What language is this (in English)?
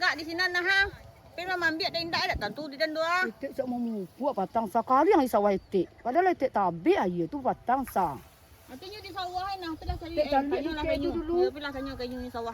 Minangkabau